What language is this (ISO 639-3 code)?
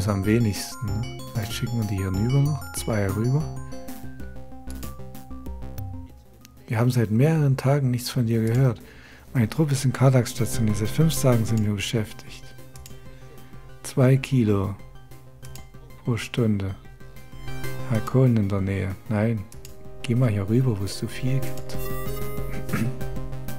deu